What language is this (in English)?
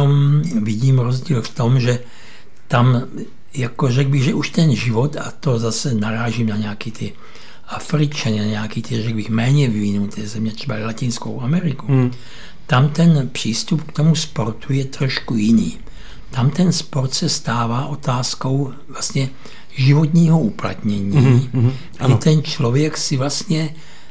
Czech